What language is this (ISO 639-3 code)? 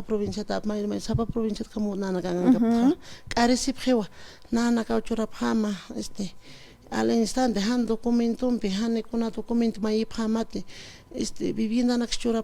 aym